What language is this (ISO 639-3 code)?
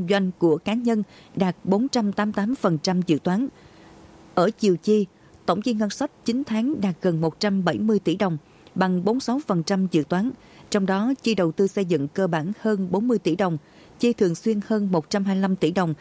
vie